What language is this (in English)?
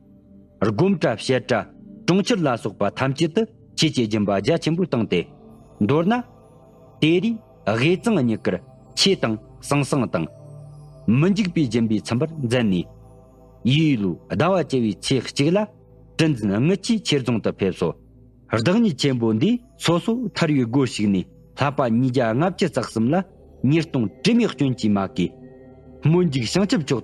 Tibetan